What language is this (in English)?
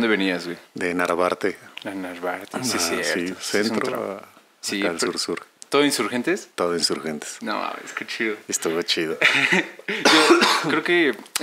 Spanish